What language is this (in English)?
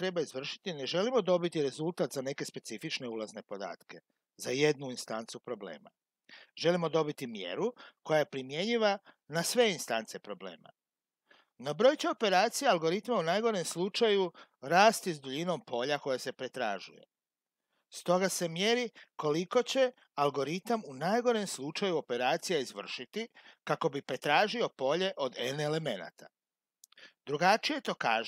Croatian